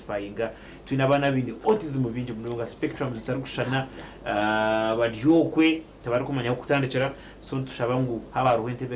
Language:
Nyankole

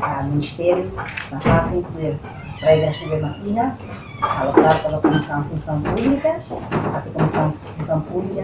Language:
Tetum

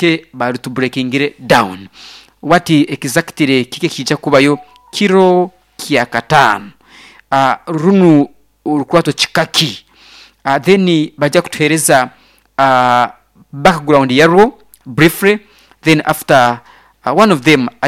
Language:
Nyoro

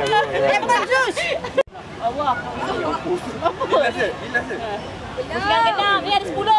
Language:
Malay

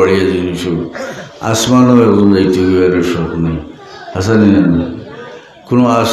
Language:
Sylheti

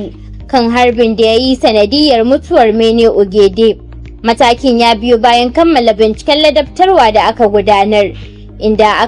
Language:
Hausa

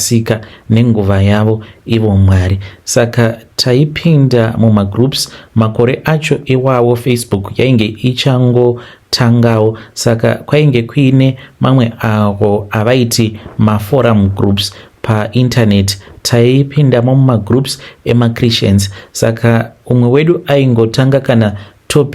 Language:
Shona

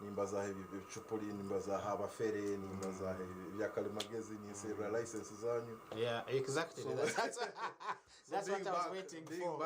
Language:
Nyankole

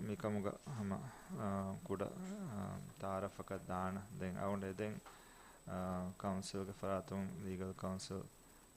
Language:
Divehi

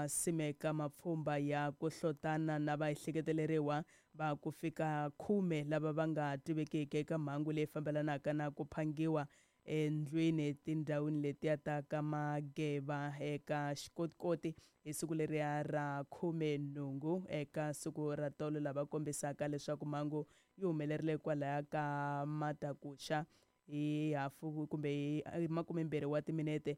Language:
Tsonga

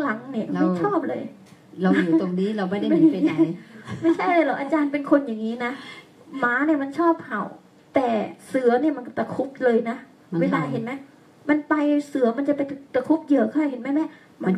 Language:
Thai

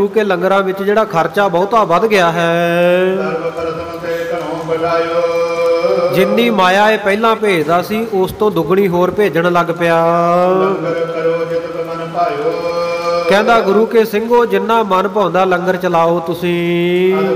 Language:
Punjabi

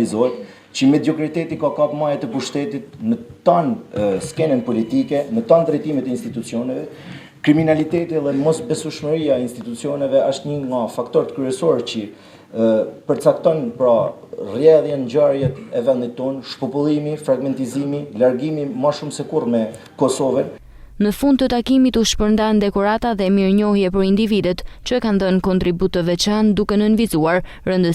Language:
Albanian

